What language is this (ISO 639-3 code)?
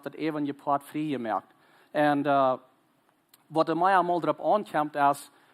pdt